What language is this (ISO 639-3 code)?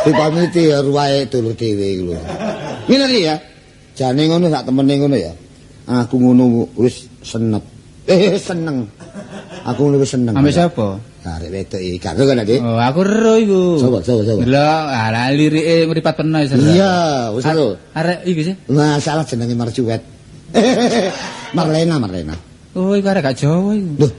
jav